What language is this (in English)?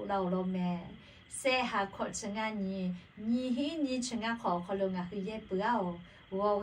Lahu